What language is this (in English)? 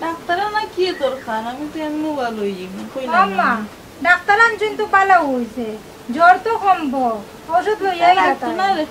Sylheti